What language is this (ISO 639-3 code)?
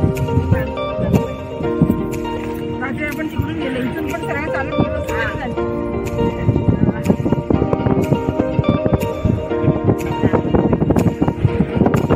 mar